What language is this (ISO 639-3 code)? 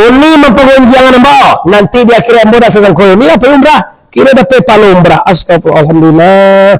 min